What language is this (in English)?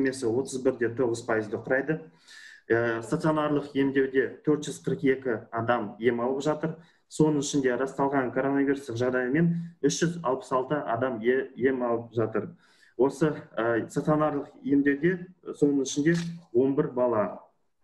Kazakh